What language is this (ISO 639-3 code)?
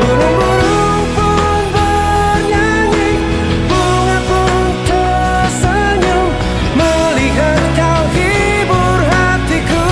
nia